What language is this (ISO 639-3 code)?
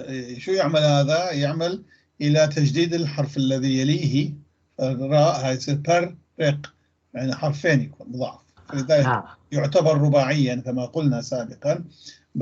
apc